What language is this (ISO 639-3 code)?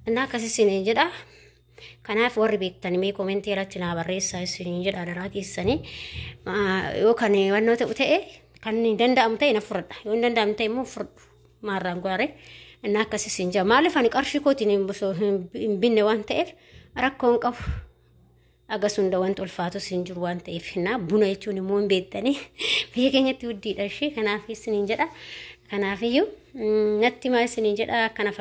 orm